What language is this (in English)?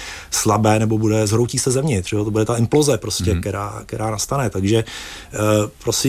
Czech